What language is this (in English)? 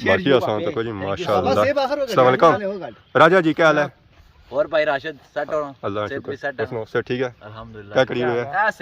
Pahari-Potwari